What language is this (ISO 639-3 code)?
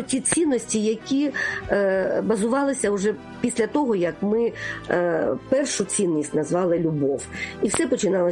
ukr